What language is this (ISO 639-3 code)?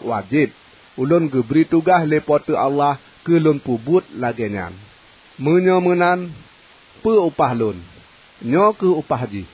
ace